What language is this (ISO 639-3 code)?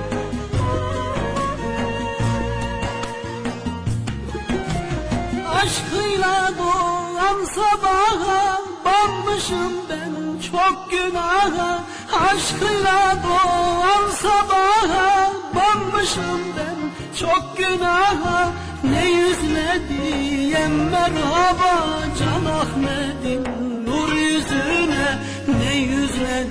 tur